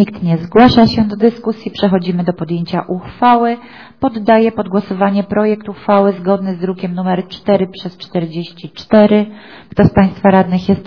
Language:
Polish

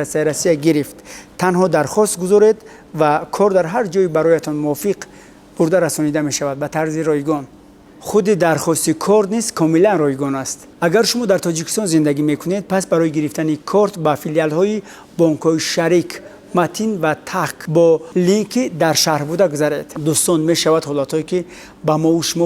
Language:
Tajik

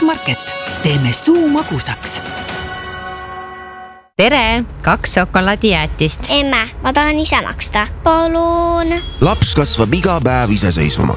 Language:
Estonian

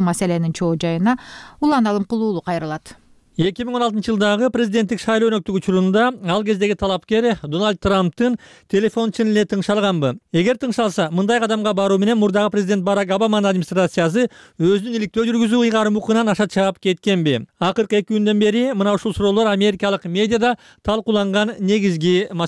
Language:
Kyrgyz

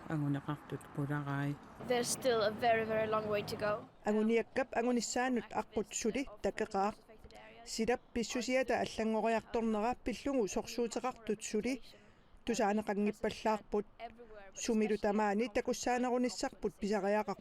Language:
Kalaallisut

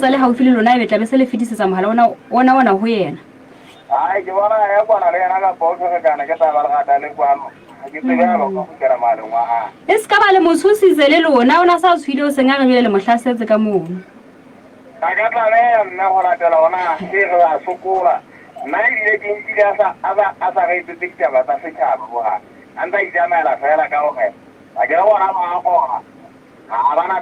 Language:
Southern Sotho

